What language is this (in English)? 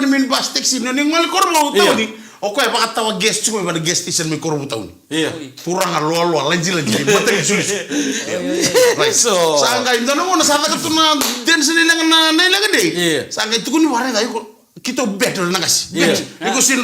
Fijian